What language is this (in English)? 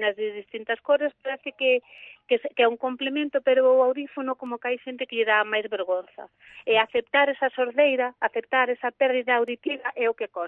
Galician